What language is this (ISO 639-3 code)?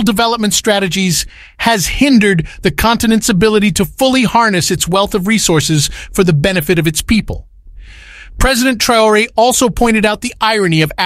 eng